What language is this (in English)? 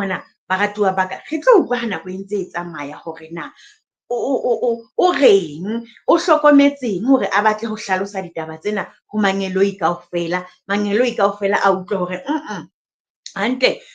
Southern Sotho